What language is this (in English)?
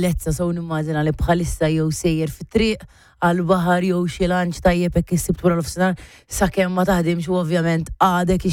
Maltese